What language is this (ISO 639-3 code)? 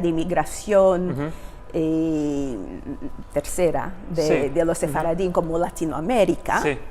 lad